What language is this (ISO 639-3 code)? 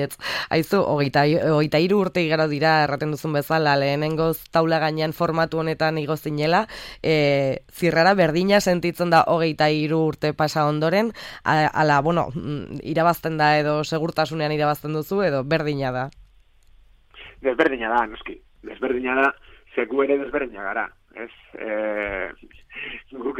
eus